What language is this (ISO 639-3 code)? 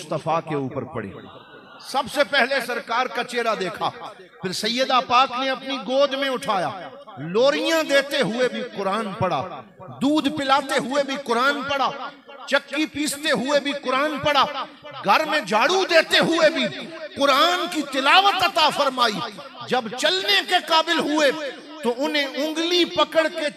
hin